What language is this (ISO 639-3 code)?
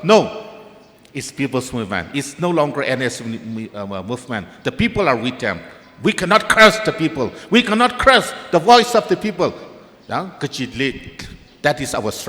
nmf